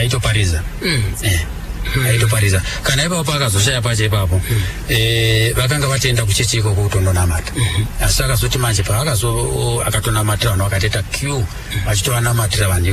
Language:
Shona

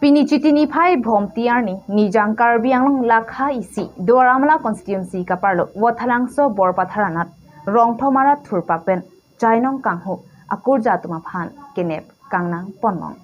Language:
Karbi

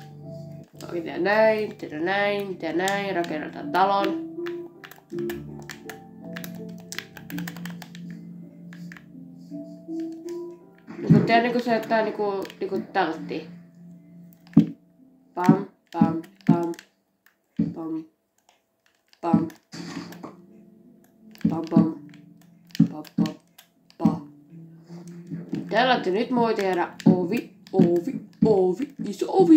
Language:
Finnish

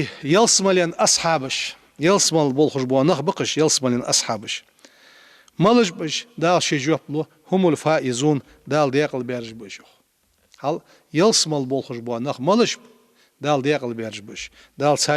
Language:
Ingush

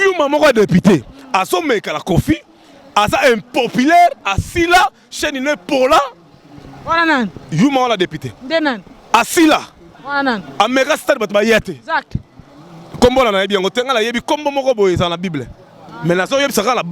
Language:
Lingala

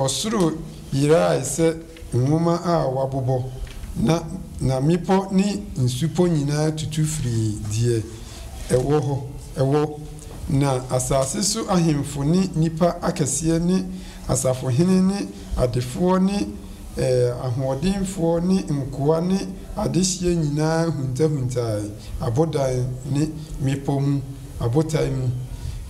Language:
Akan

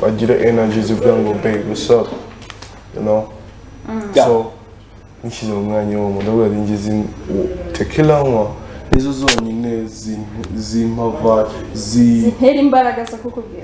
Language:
Kinyarwanda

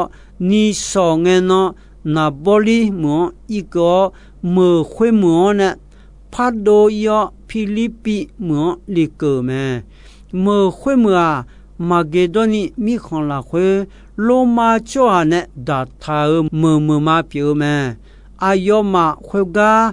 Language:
Akha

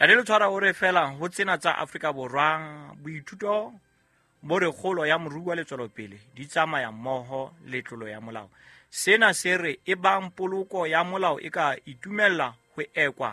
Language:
Southern Sotho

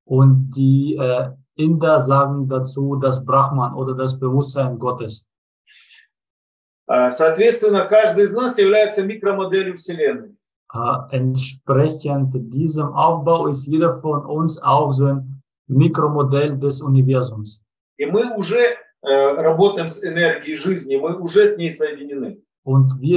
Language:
German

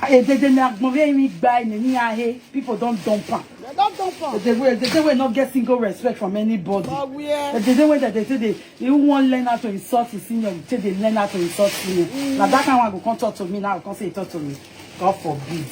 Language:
Nigerian Pidgin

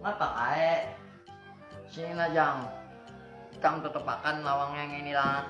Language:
Banjar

